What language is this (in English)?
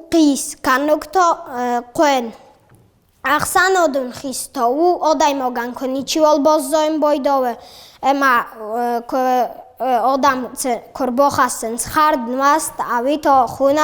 Ossetic